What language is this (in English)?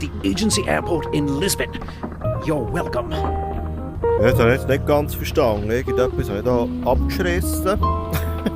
Swiss German